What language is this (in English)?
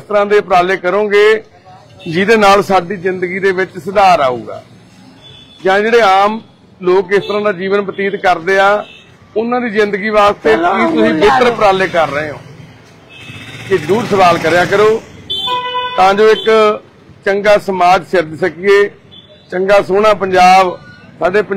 Punjabi